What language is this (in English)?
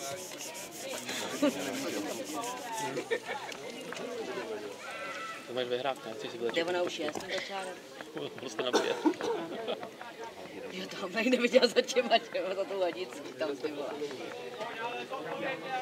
Czech